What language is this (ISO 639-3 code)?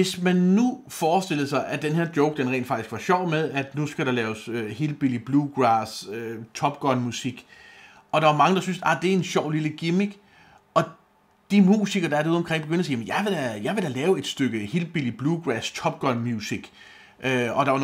dan